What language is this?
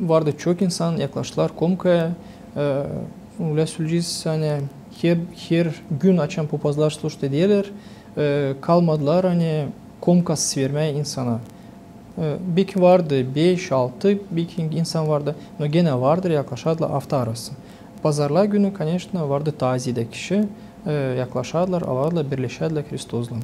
Gagauz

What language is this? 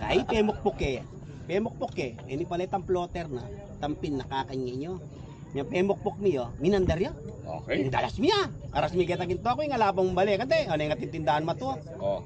Pampanga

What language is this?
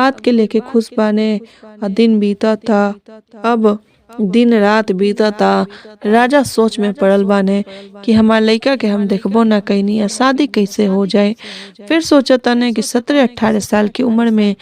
Bhojpuri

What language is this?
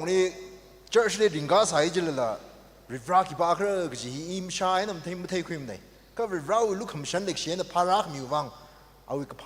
Tangkhul Naga (India)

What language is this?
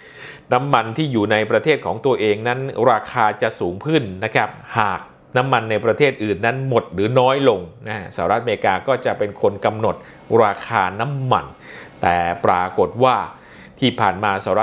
Thai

